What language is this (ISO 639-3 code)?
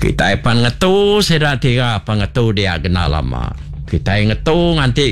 iba